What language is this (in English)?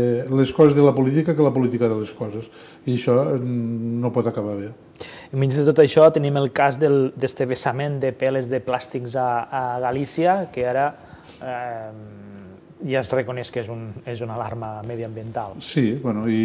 Catalan